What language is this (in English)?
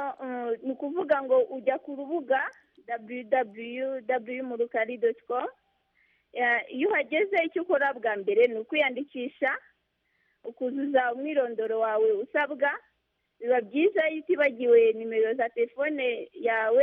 Kinyarwanda